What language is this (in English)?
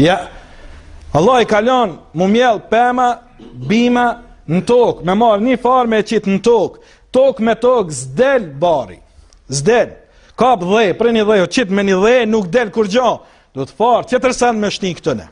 Albanian